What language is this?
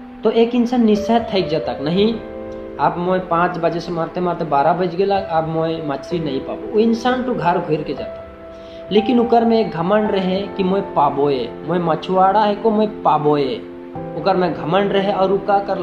Sadri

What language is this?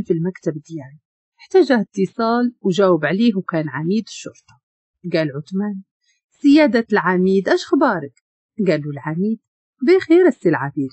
Moroccan Arabic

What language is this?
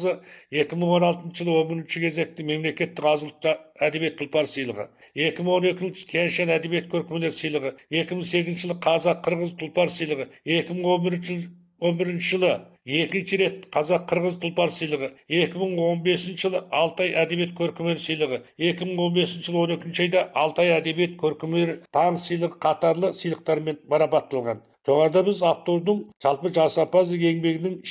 Kazakh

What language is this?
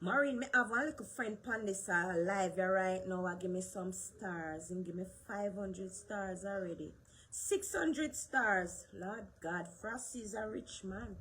Jamaican Creole English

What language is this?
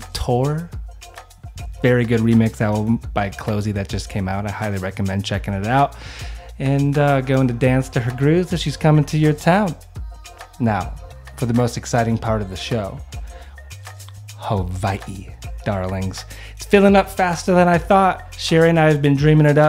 English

